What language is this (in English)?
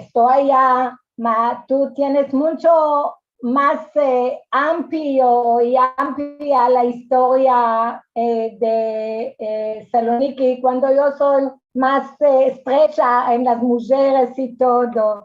Ladino